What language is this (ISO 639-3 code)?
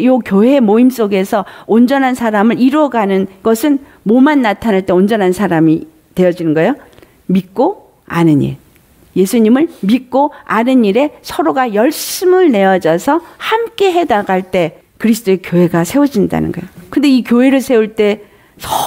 kor